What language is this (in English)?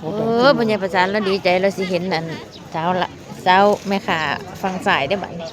Northeastern Thai